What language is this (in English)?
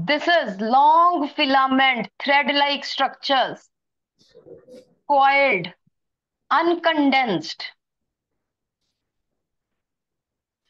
Hindi